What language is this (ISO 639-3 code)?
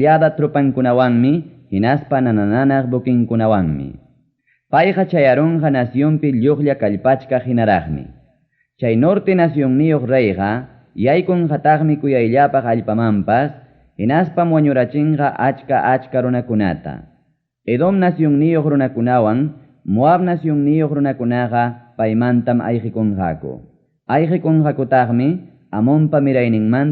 quy